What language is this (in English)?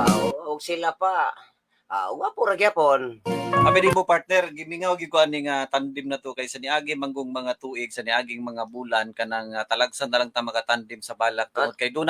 Cebuano